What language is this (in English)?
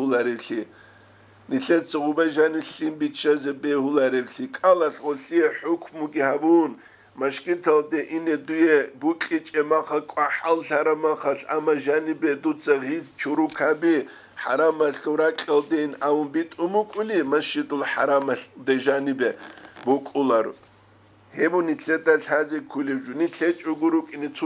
Avaric